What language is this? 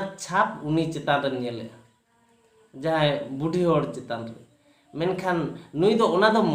Santali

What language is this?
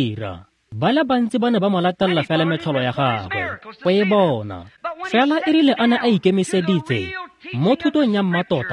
Tswana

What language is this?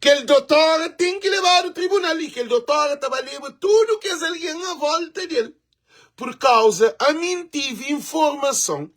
Kabuverdianu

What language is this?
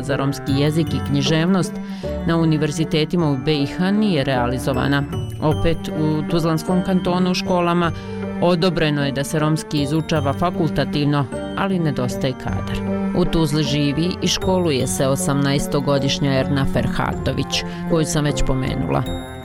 Bosnian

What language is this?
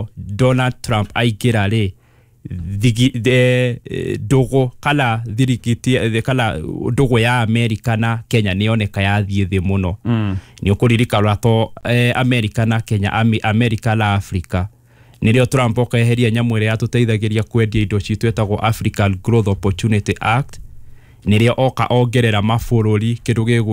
Kikuyu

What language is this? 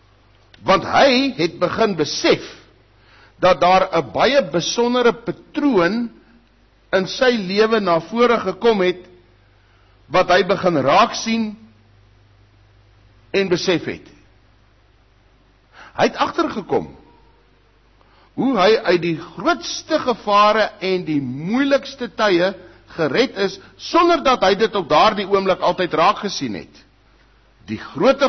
Afrikaans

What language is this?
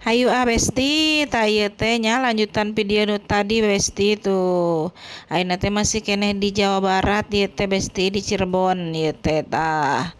Sundanese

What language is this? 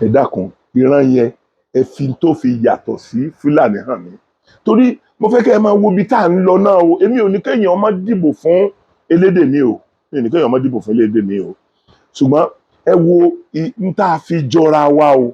Yoruba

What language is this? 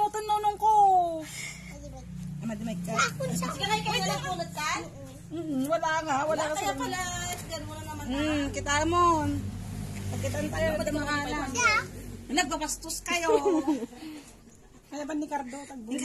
Filipino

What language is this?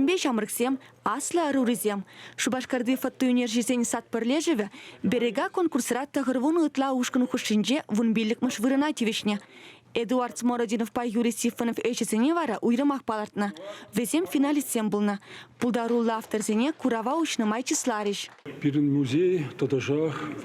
Chuvash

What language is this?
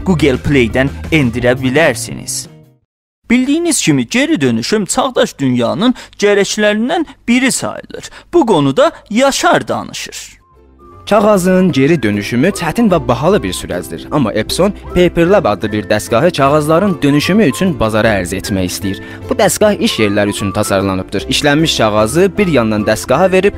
South Azerbaijani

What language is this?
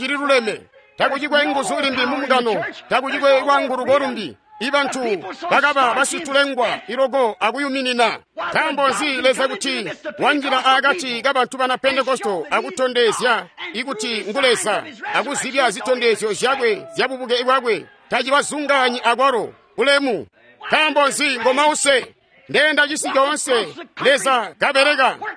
Tonga (Zambia)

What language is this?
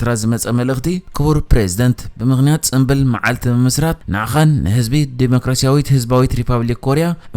Tigrinya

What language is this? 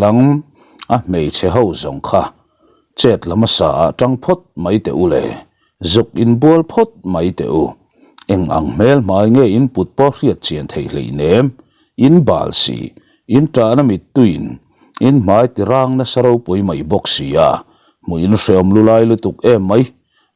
Mizo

